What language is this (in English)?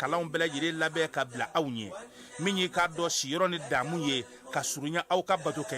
Bambara